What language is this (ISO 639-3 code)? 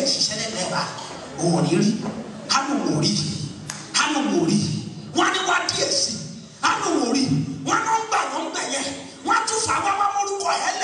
yor